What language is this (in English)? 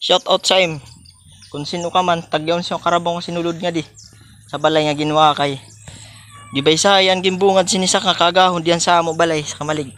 Waray